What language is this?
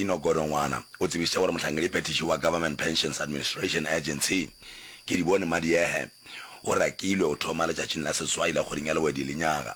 Northern Sotho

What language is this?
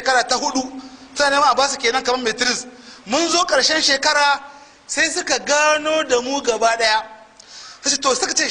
Hausa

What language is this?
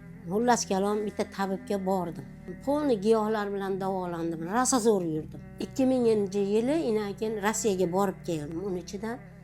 Uzbek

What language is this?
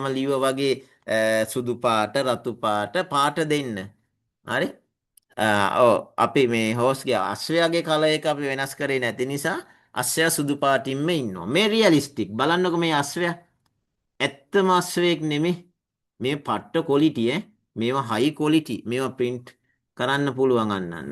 Sinhala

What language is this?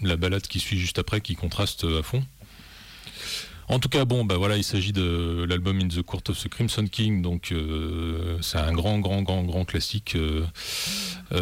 French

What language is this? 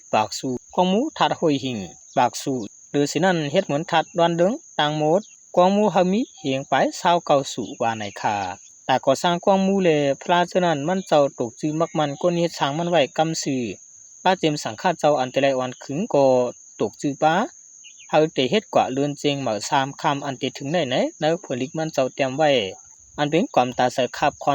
Shan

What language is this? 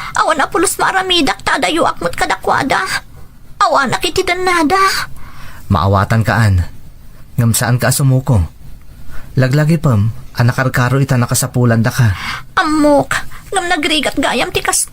Iloko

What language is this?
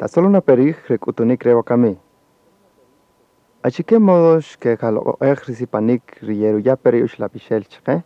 Kaqchikel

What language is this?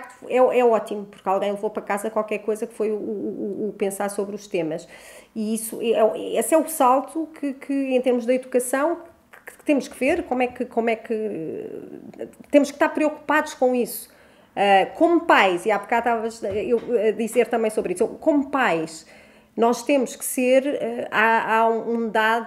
Portuguese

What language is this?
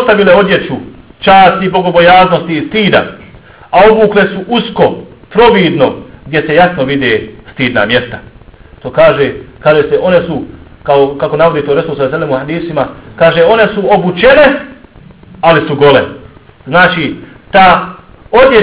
Bosnian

